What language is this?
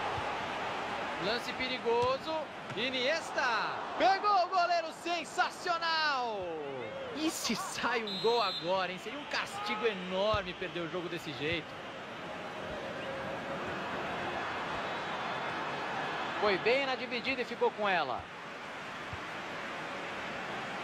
Portuguese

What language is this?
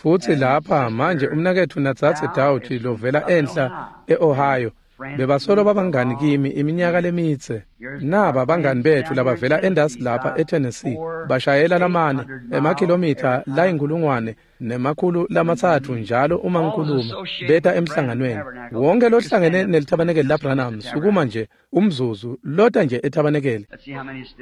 Swati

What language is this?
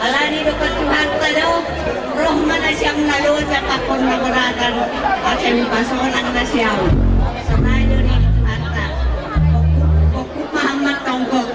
Batak Toba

